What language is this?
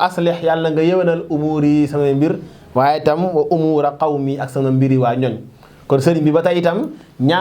Wolof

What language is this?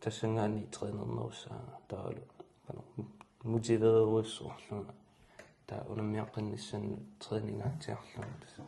Kalaallisut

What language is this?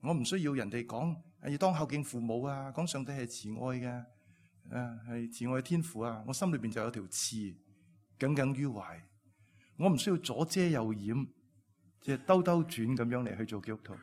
Cantonese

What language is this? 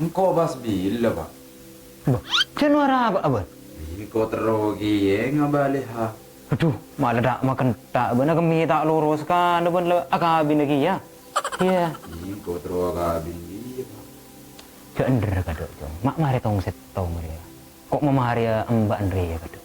Madurese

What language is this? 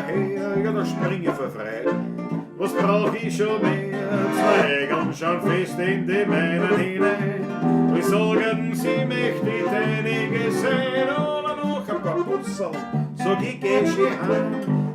Bavarian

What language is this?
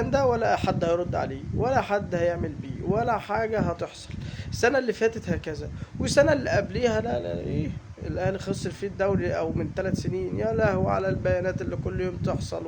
Egyptian Arabic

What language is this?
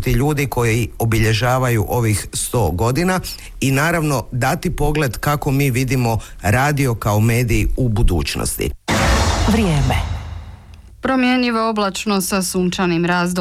Croatian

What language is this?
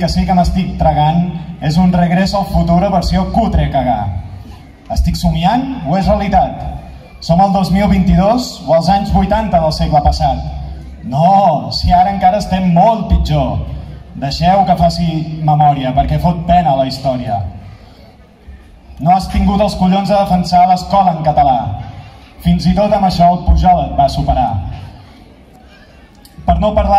Catalan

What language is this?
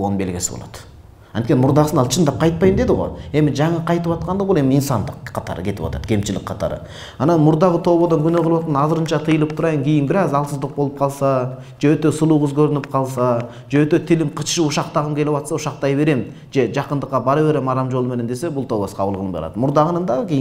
Kyrgyz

